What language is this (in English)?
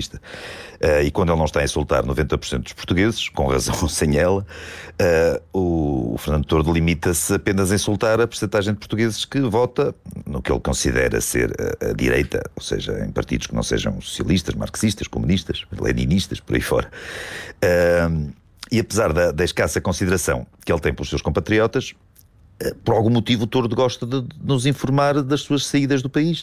Portuguese